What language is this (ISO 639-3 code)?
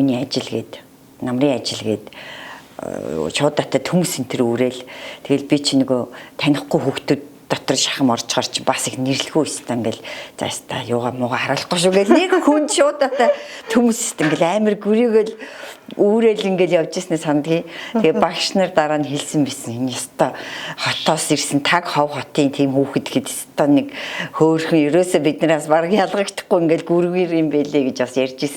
mon